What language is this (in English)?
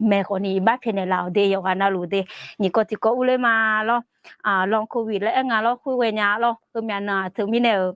Akha